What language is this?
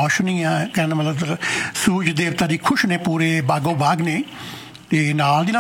Punjabi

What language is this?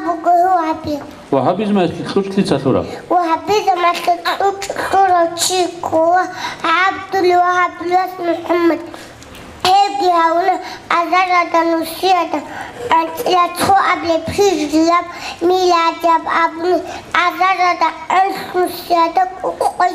Avaric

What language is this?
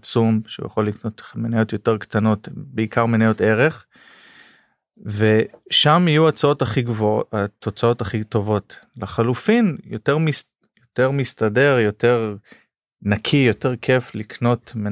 Hebrew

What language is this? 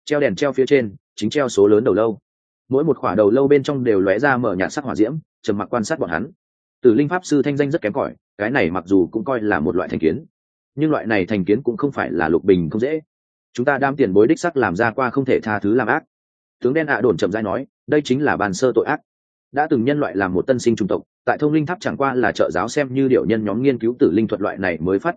Vietnamese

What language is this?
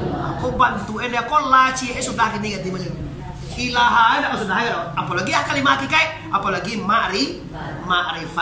Minangkabau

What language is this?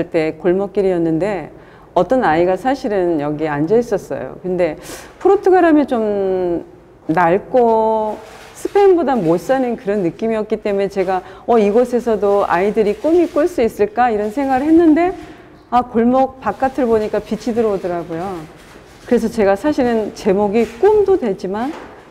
Korean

